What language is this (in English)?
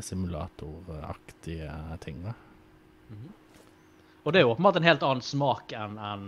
Norwegian